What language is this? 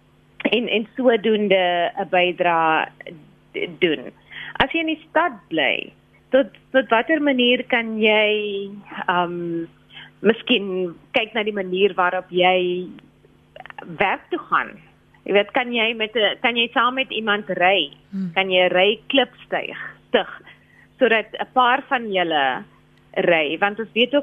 Afrikaans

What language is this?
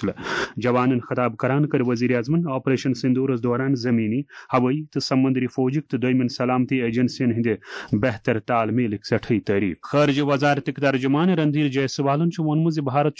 Kashmiri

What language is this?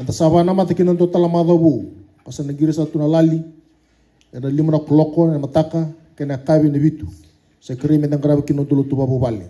Fijian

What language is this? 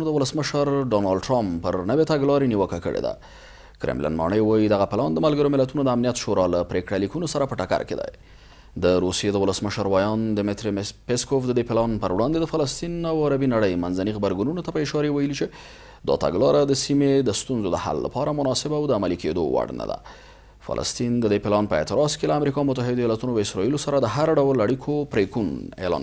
Pashto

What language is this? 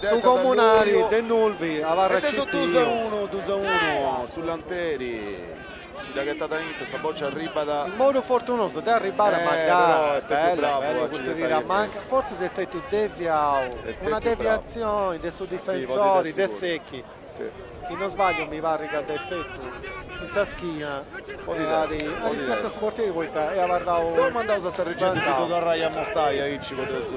Sardinian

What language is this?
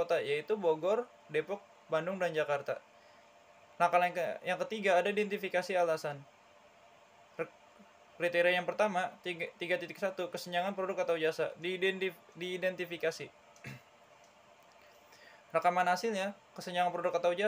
Indonesian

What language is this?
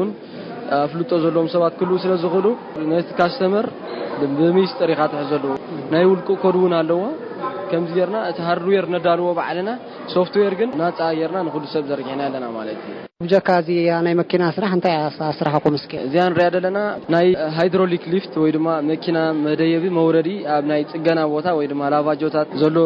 Tigrinya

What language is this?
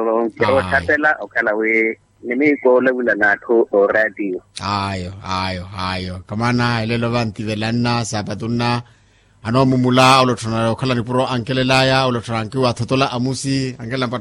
Makhuwa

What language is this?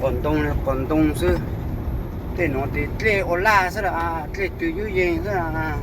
Hmong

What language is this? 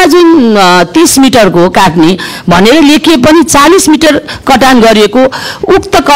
Nepali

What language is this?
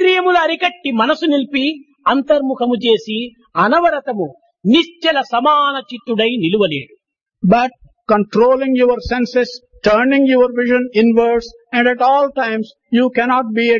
Telugu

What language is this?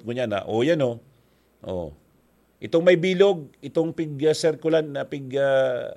Bikol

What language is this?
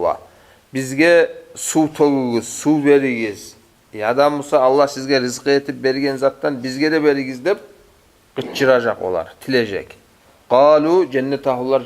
Kumyk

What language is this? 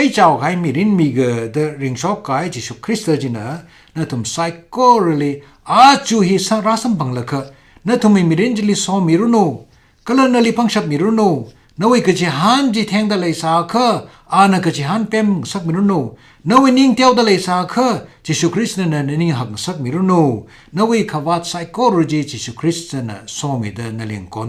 Tangkhul Naga (India)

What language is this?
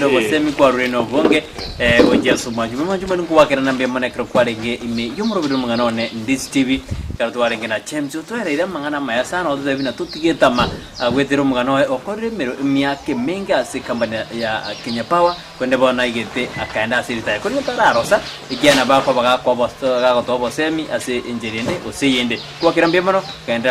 Gusii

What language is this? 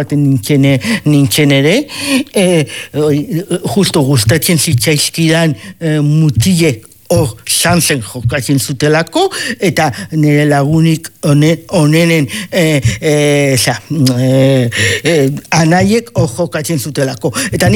Basque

